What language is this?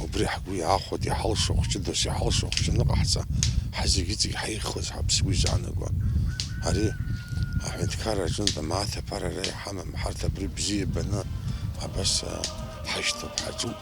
Abkhazian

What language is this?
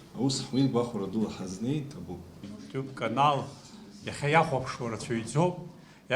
Abkhazian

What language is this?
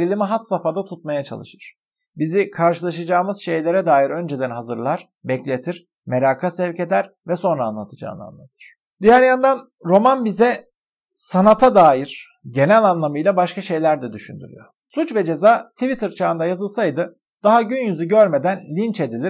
Turkish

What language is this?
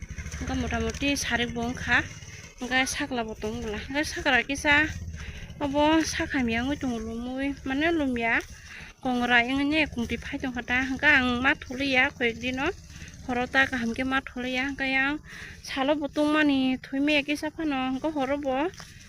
Kok Borok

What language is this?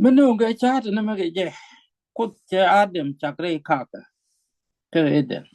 Nuer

